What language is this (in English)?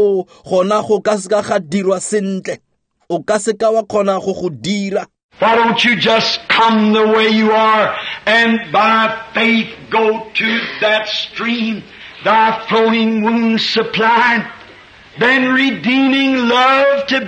Tswana